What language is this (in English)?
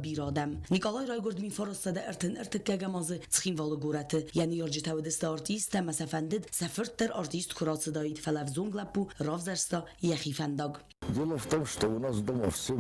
Ossetic